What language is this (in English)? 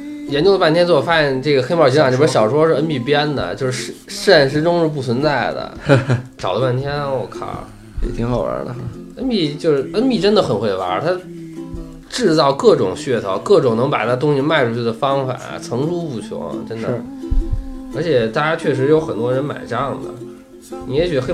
Chinese